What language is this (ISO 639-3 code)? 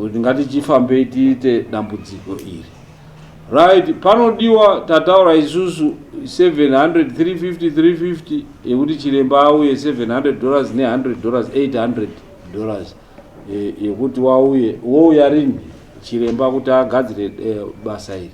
sna